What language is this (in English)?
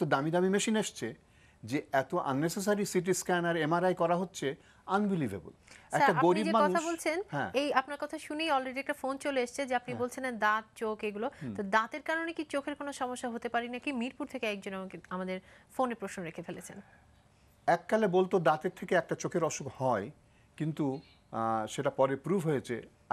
Bangla